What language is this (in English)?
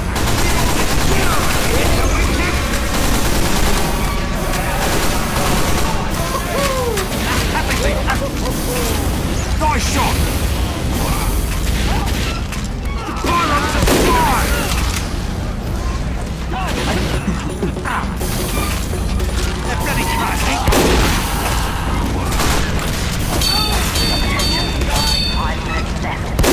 English